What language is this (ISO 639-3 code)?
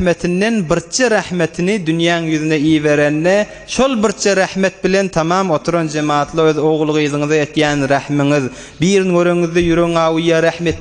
tuk